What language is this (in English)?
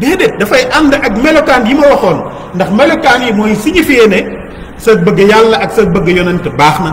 Wolof